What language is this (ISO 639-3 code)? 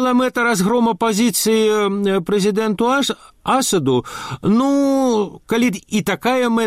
bel